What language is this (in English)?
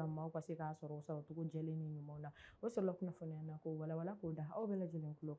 Bambara